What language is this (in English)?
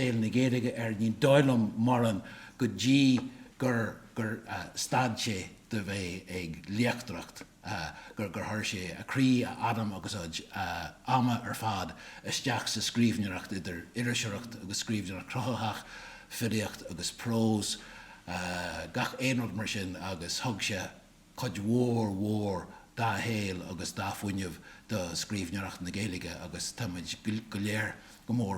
Irish